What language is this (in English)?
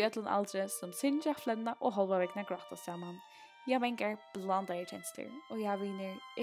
Faroese